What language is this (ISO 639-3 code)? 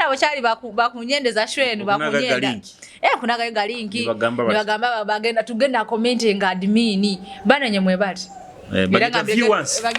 nyo